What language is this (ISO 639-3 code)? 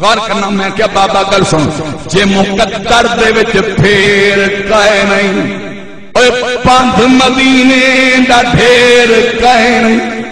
skr